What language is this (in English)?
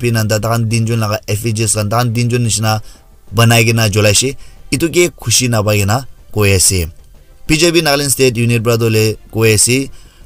Naga Pidgin